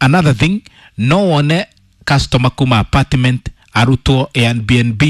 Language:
Kikuyu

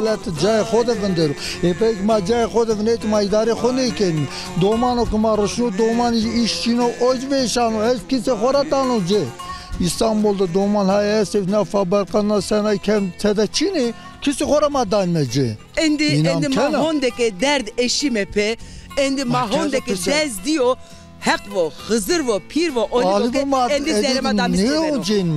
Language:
Zaza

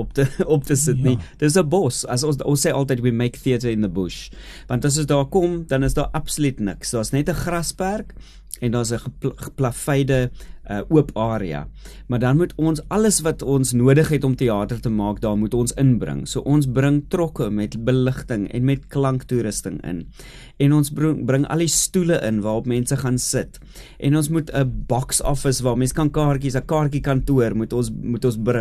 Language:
Afrikaans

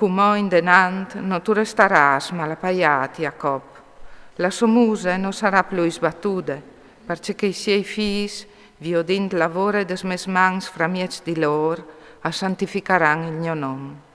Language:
Friulian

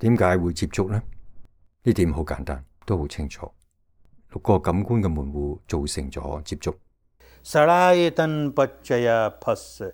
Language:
Cantonese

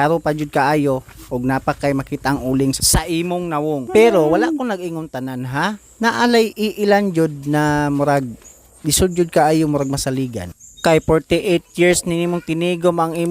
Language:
Cebuano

